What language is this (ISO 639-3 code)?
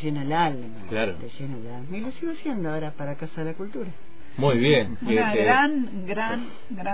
spa